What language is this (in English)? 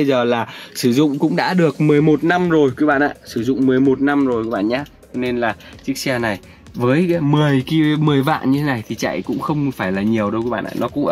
Vietnamese